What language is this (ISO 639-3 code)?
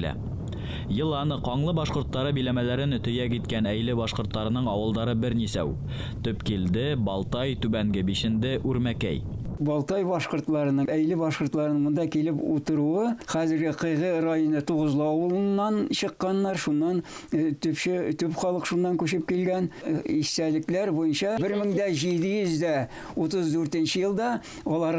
bak